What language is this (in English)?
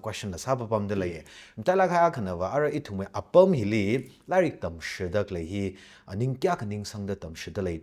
Tangkhul Naga (India)